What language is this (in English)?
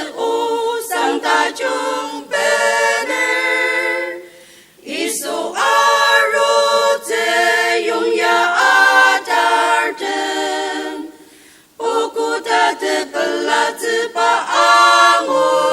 Ao Naga